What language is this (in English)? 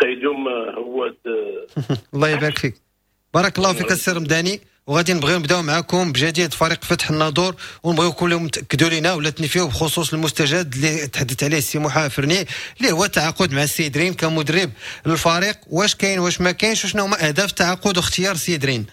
Moroccan Arabic